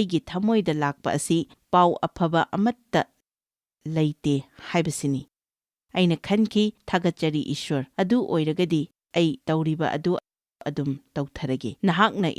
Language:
Manipuri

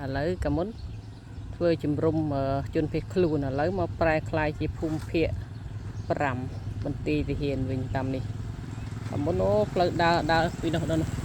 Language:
Khmer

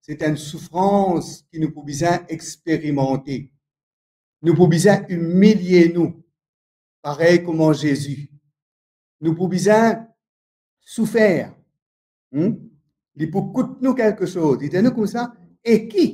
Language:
Morisyen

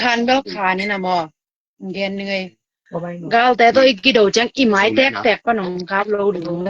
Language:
Tedim Chin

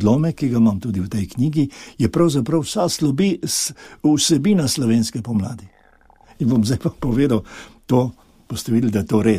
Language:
Slovenian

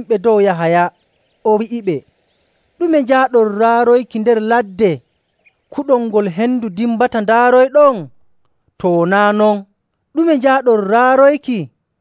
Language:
Nigerian Fulfulde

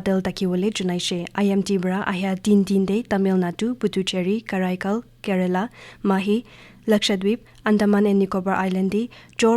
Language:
Naga Pidgin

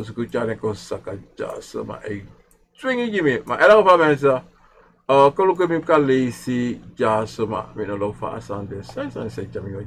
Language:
Sranan Tongo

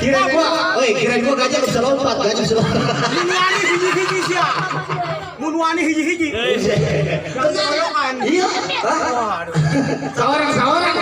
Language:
Betawi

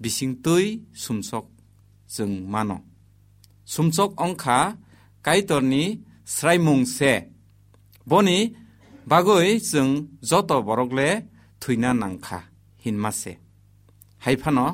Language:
Kok Borok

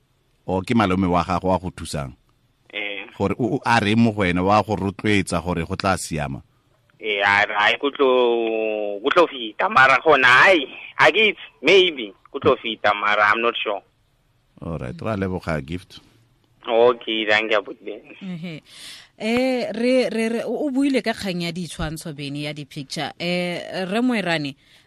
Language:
Tswana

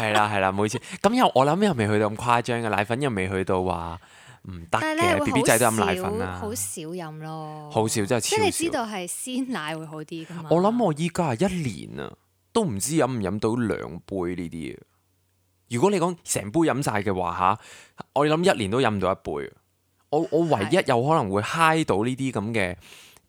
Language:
Cantonese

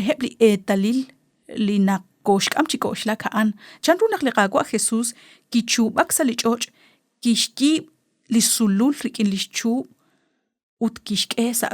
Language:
Kekchí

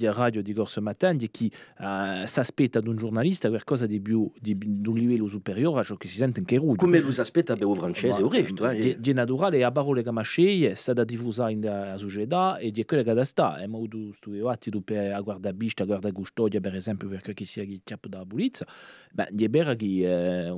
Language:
Corsican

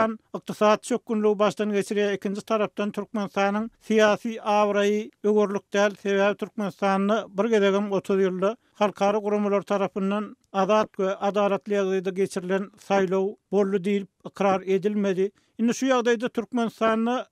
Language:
Turkmen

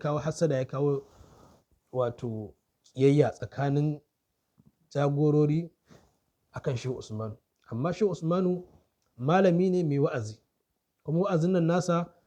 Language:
Hausa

